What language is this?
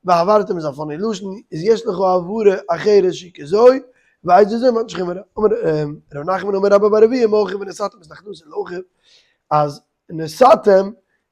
Yiddish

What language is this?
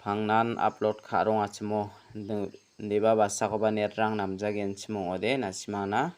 Garo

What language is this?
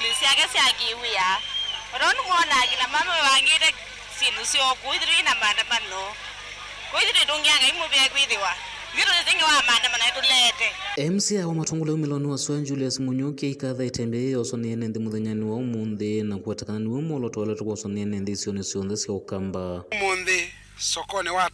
Kamba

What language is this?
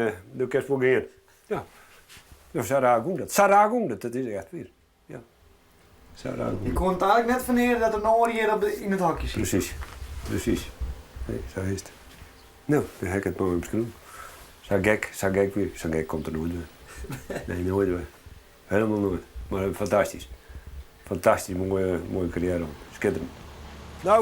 Western Frisian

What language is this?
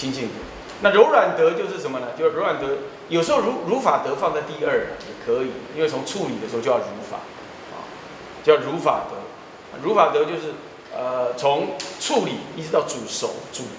Chinese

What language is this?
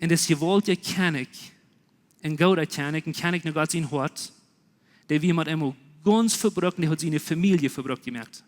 Plautdietsch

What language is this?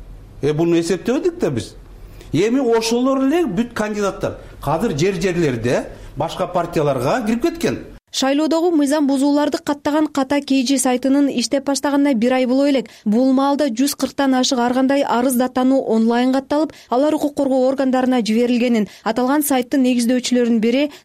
Kyrgyz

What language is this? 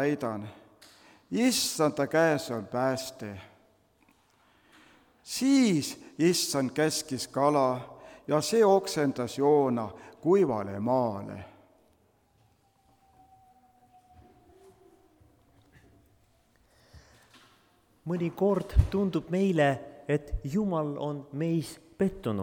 Estonian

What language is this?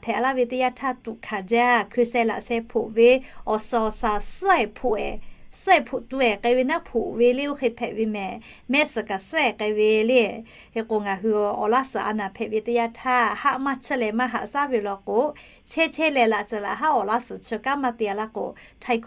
Lahu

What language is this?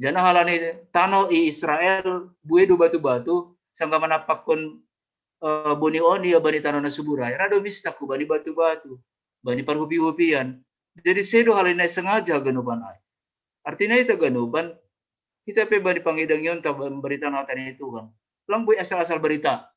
Batak Simalungun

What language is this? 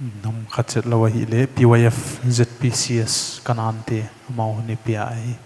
Paite Chin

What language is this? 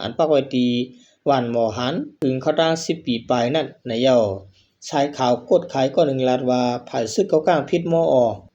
Shan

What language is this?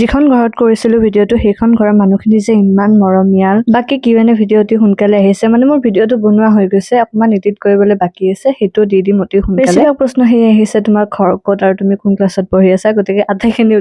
Assamese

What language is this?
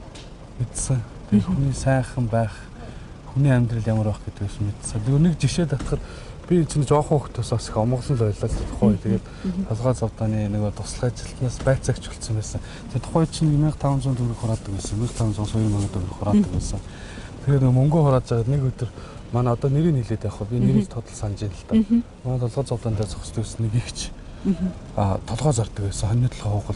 Mongolian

